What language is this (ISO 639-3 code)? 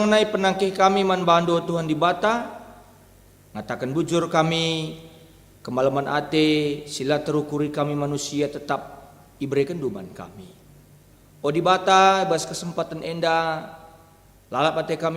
btx